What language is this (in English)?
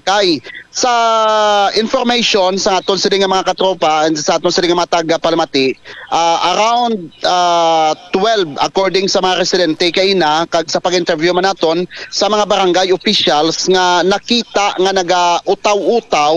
Hiligaynon